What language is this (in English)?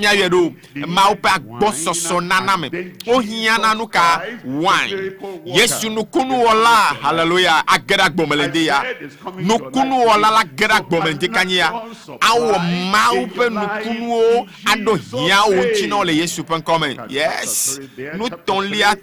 Ewe